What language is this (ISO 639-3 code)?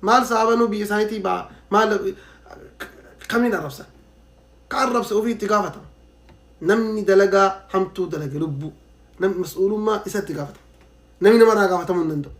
orm